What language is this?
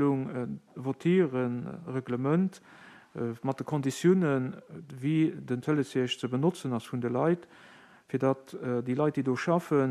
Luxembourgish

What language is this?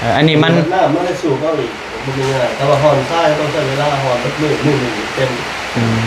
Northeastern Thai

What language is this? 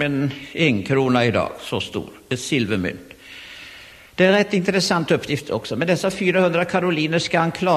Swedish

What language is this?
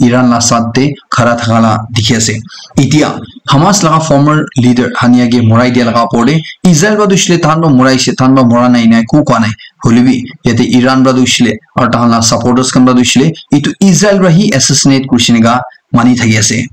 Naga Pidgin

